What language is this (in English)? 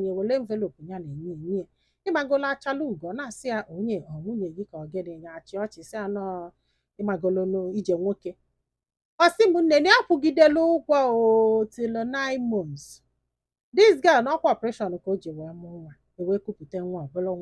Igbo